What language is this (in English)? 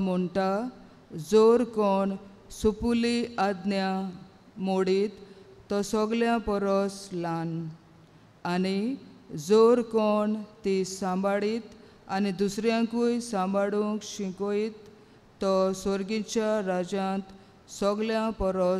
Konkani